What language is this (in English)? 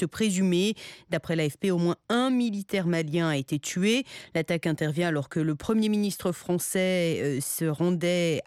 French